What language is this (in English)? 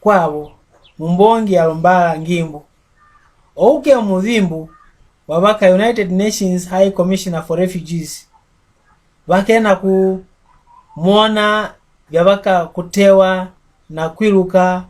Mbunda